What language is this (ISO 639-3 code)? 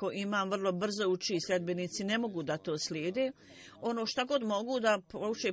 bos